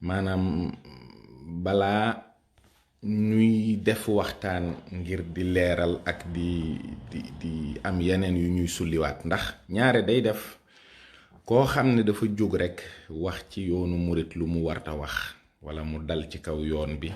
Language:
Wolof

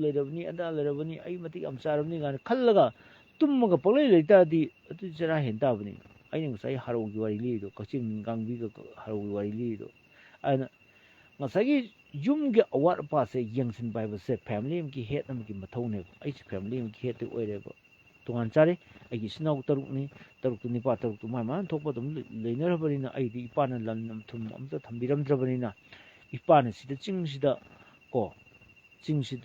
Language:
Manipuri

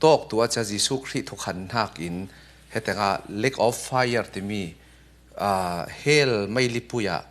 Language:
Falam Chin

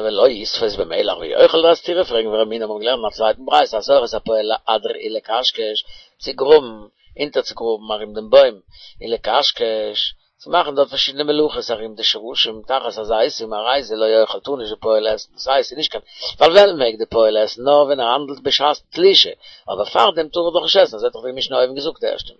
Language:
Yiddish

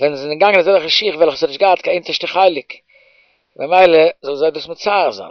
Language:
Yiddish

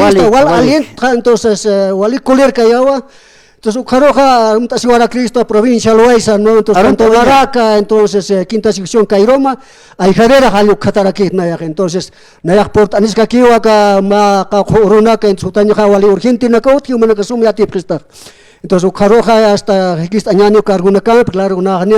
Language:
Aymara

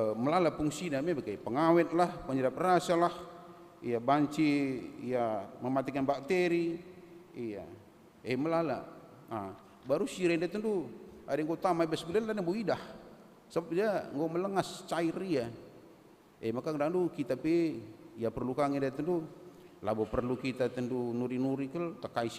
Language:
Batak Karo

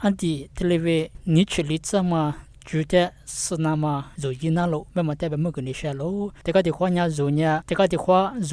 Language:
Lisu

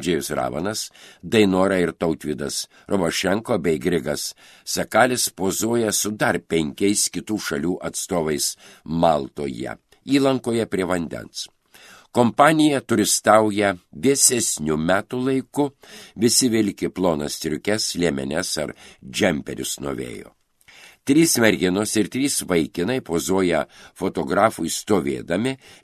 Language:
Lithuanian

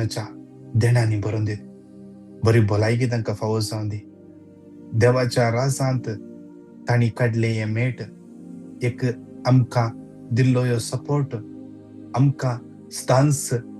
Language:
Konkani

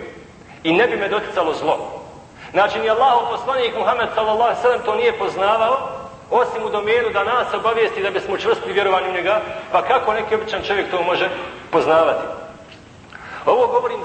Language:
Bosnian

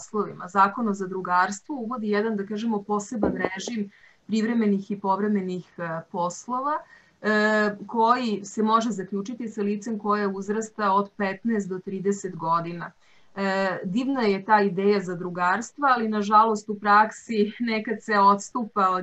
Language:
Serbian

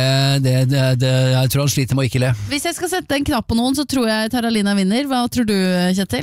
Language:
Norwegian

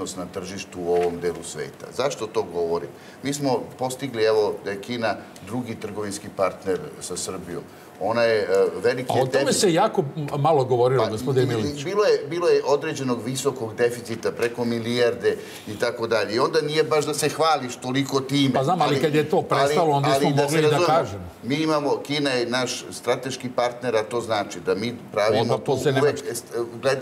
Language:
Serbian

